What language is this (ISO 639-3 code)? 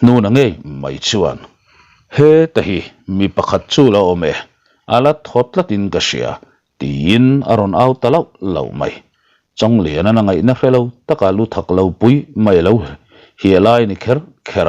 lus